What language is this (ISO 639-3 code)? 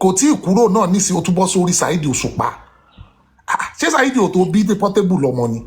yor